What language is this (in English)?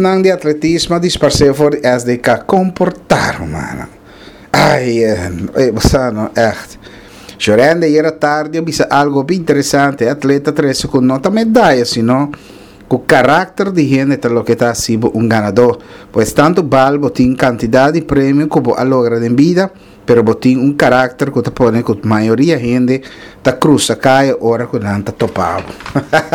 Papiamento